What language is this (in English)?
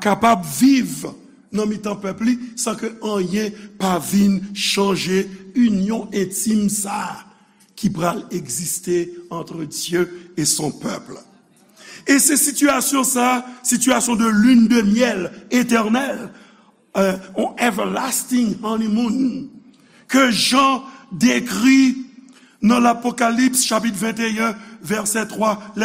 Haitian Creole